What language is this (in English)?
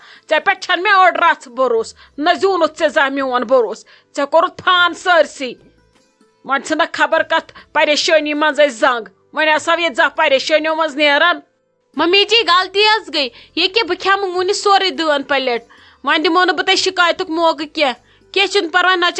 Kashmiri